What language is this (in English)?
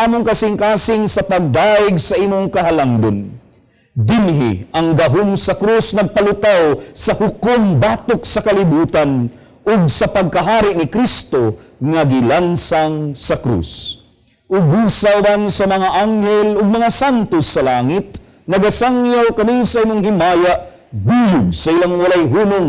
Cebuano